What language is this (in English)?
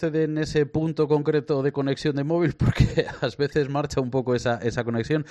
Galician